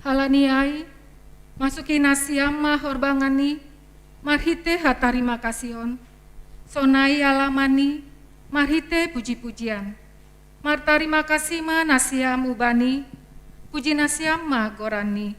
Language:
Batak Simalungun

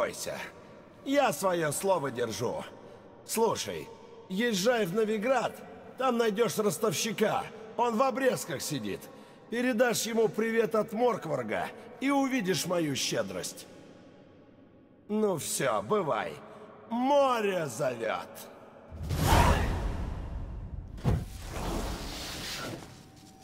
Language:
Russian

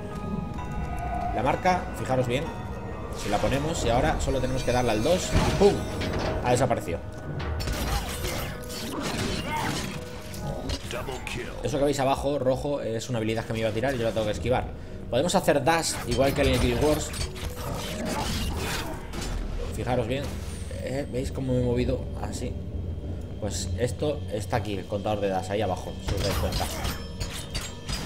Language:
Spanish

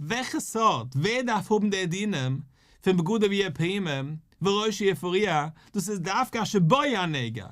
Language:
Yiddish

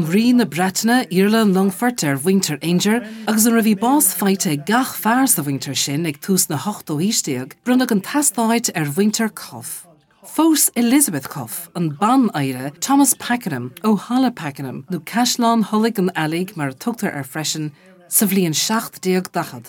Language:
Irish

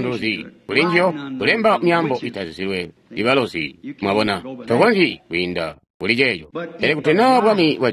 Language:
Tonga (Zambia)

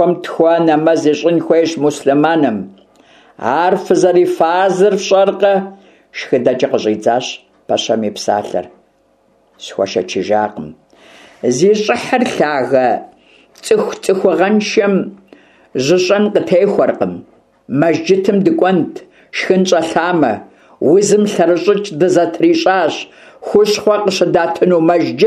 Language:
Kabardian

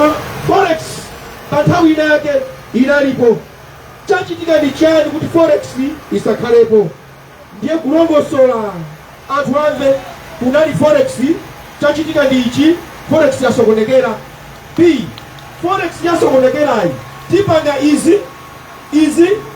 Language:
Nyanja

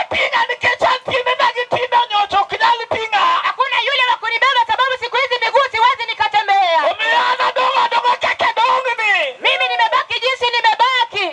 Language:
Luo (Kenya and Tanzania)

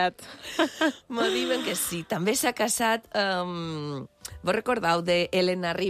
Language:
Catalan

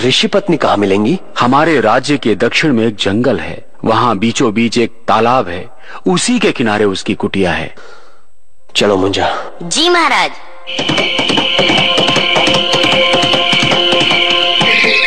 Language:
Hindi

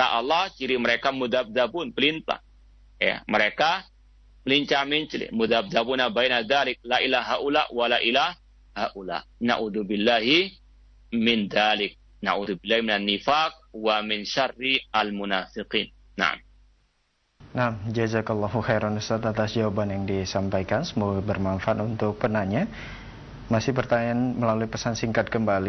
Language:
Indonesian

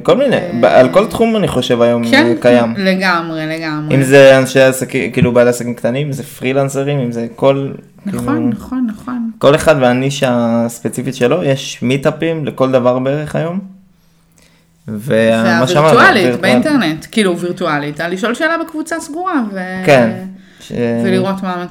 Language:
Hebrew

